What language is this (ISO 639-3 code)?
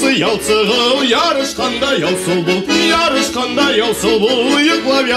bak